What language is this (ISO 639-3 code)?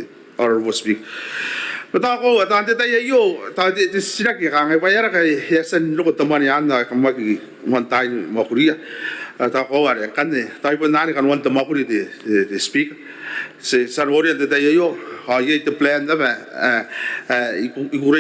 gil